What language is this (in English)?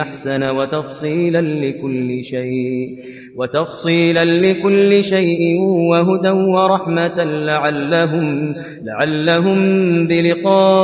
Kashmiri